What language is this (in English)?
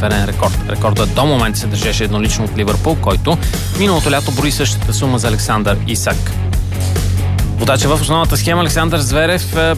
Bulgarian